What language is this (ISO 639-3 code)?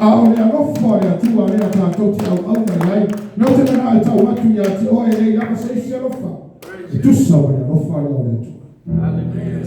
smo